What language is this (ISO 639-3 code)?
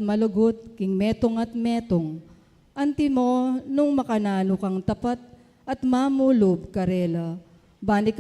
pam